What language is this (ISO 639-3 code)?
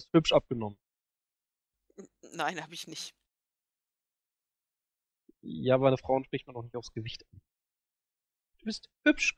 deu